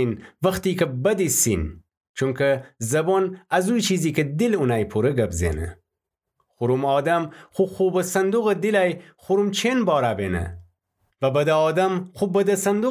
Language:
Gilaki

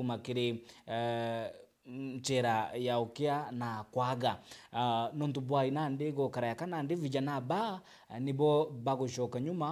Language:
Meru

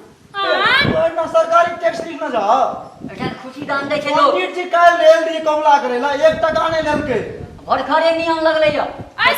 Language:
Maithili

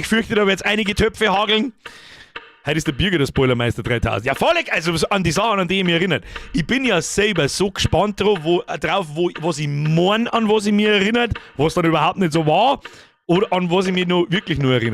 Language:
Bavarian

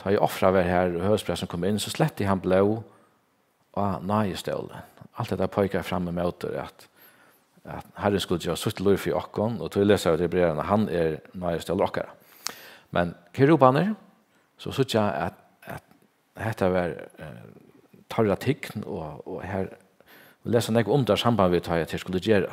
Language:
Faroese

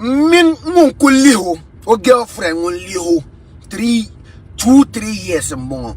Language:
Dagbani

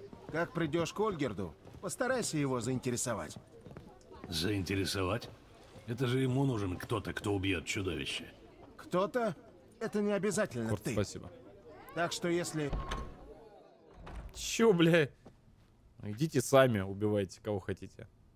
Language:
Russian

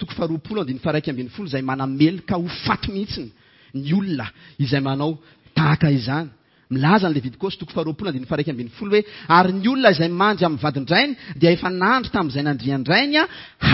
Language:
Malagasy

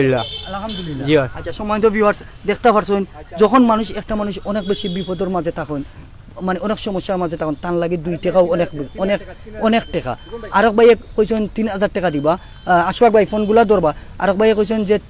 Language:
Sylheti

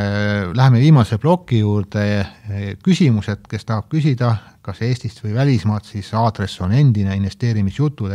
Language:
Estonian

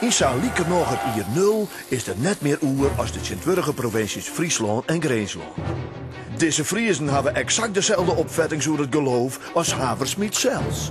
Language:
Western Frisian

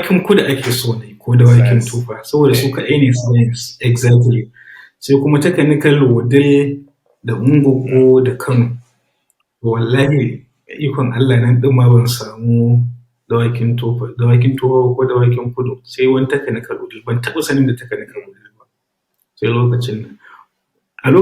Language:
Hausa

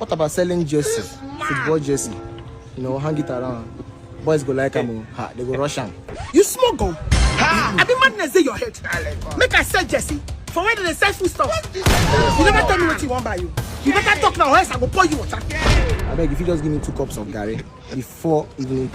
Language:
Nigerian Pidgin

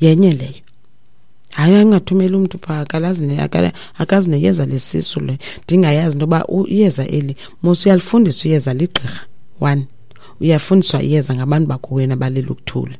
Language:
Xhosa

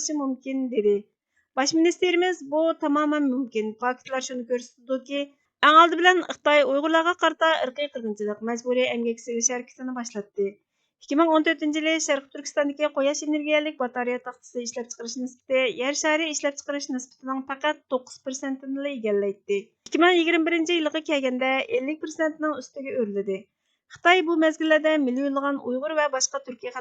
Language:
Uyghur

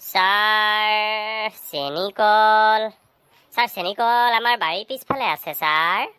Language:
Assamese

